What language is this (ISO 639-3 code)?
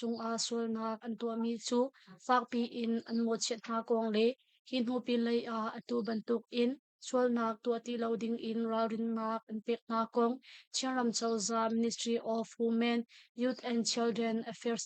cnh